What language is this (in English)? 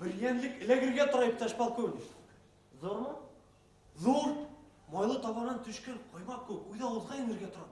Bashkir